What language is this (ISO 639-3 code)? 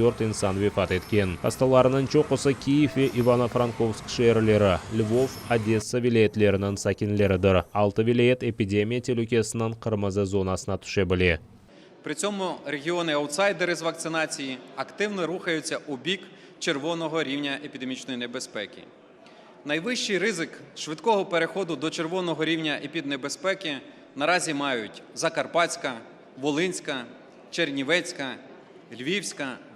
crh